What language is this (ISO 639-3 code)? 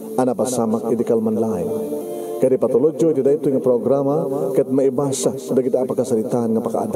ilo